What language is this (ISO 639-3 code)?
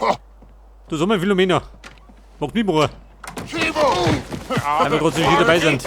bar